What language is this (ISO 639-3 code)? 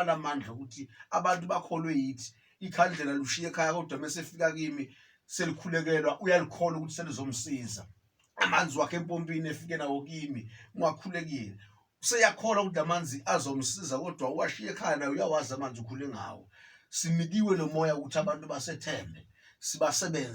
zul